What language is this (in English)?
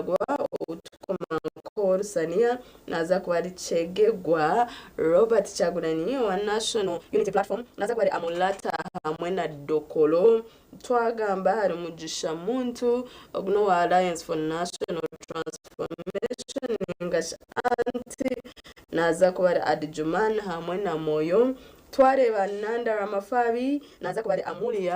Nyankole